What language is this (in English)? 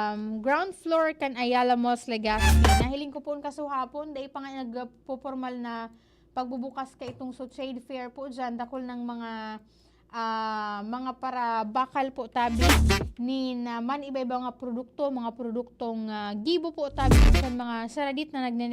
Bikol